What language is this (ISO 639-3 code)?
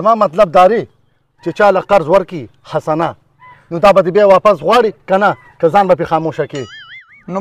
pus